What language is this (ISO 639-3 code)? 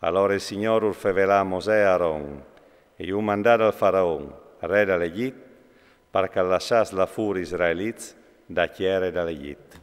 fur